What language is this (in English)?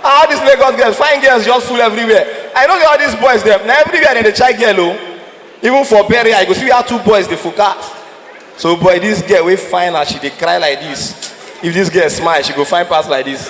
Nigerian Pidgin